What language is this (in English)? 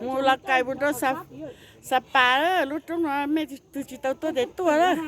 Hmong